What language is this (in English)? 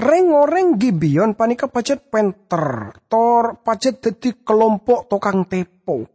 Madurese